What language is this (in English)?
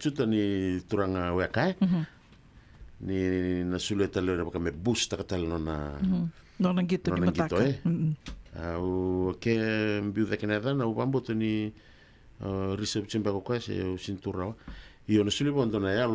Fijian